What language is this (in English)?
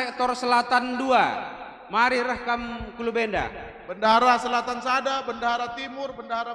Batak Karo